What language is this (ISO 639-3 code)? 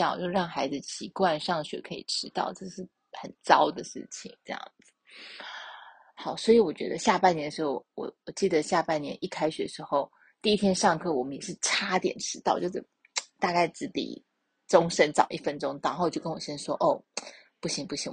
zho